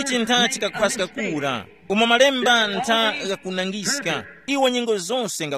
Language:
Tumbuka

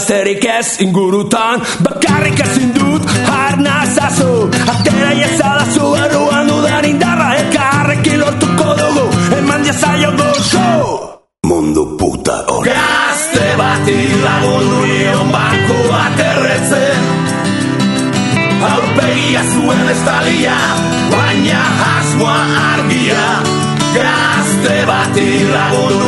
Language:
Basque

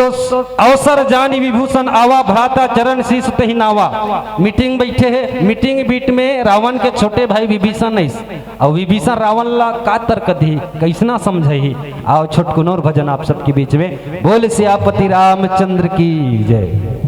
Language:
Chhattisgarhi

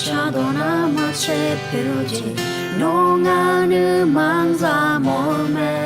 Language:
Akha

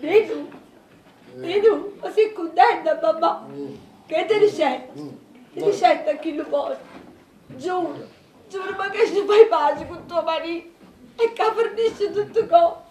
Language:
Neapolitan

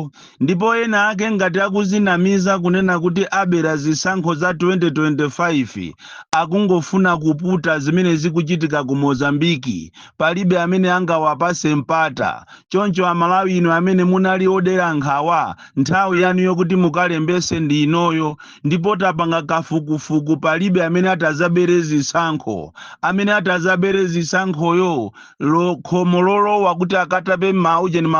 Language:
Nyanja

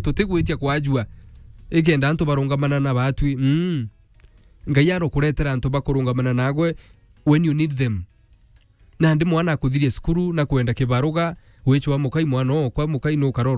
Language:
Meru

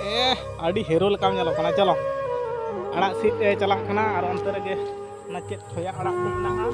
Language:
Santali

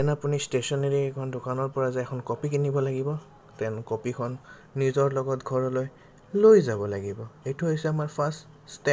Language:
Assamese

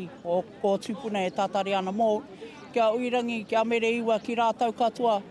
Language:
Māori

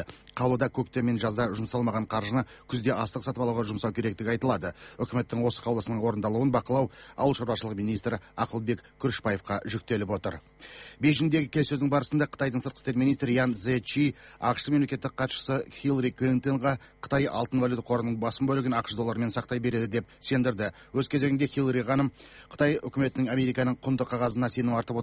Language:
Kazakh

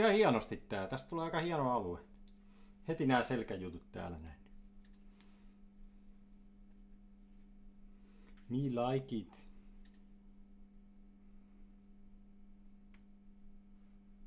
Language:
Finnish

